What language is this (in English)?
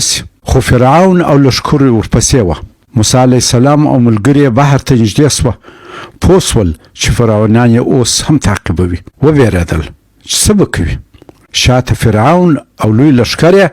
Pashto